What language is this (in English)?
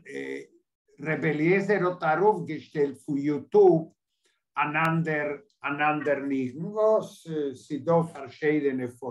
Yiddish